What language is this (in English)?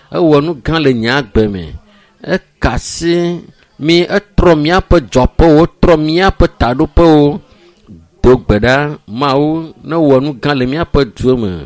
Ewe